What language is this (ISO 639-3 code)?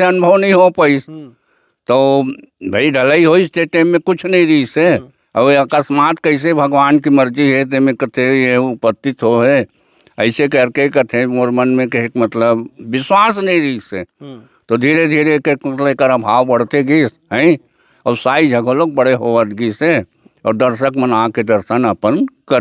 hne